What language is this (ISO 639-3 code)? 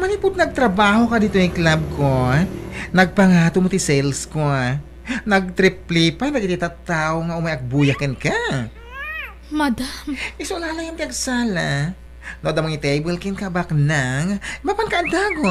ilo